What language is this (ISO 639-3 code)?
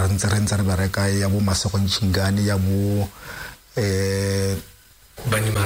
tsn